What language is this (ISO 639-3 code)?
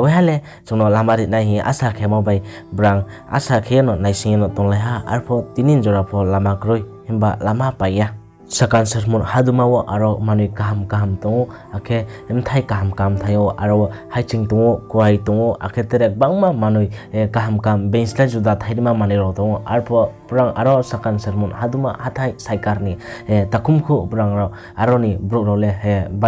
ria